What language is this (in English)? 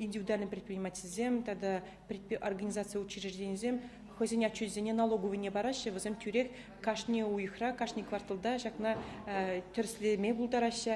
Chuvash